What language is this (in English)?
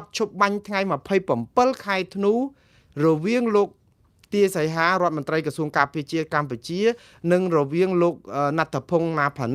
Khmer